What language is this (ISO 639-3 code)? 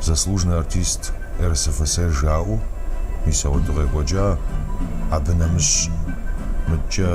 kbd